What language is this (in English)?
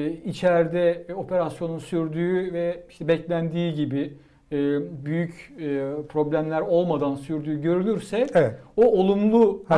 Turkish